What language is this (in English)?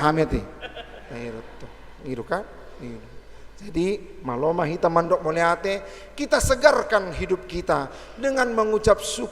Batak Toba